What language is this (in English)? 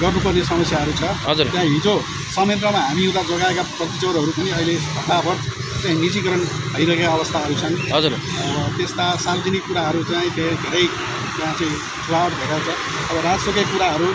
Nepali